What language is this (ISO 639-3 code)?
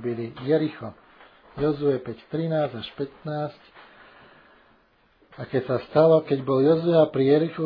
slk